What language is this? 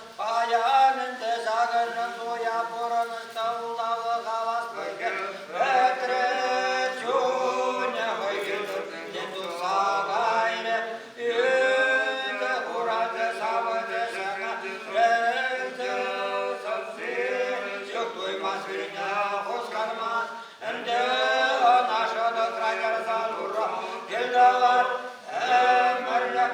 Chuvash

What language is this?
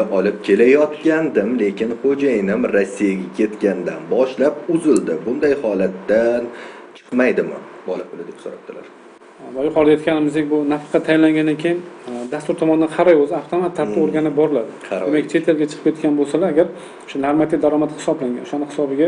Uzbek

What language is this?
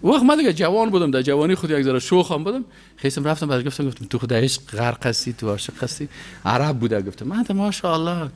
Persian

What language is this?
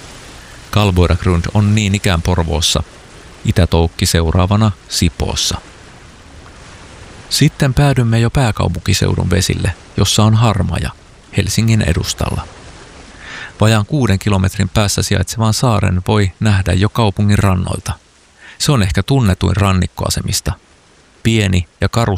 Finnish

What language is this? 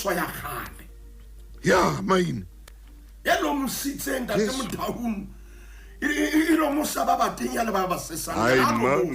Southern Sotho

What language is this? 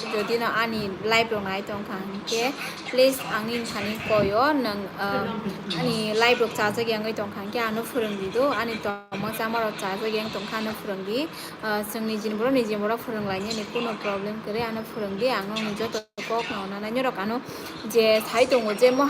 Kok Borok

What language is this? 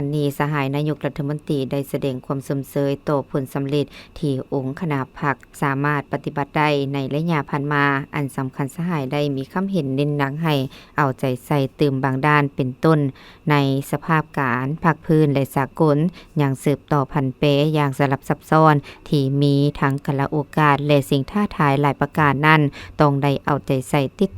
Lao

